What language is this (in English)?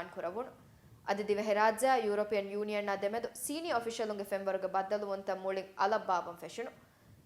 Divehi